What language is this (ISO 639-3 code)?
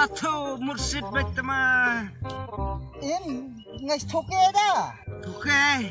kha